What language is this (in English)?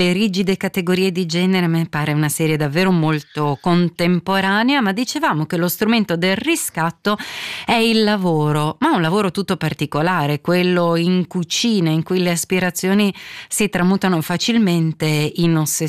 Italian